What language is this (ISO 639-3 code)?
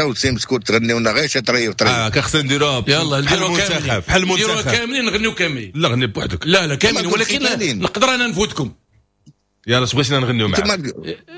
ary